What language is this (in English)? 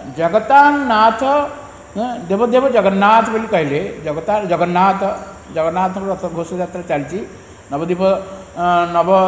Odia